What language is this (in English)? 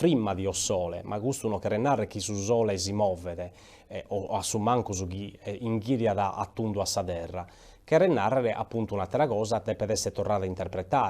Sardinian